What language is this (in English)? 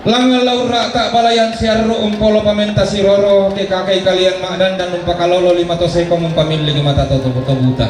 Toraja-Sa'dan